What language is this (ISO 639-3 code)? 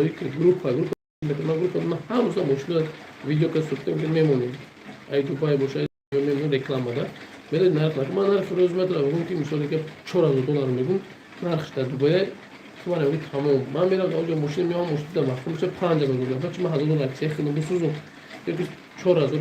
tgk